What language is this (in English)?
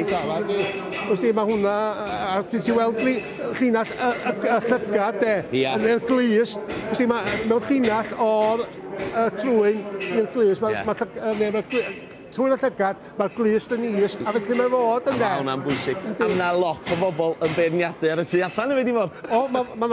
Welsh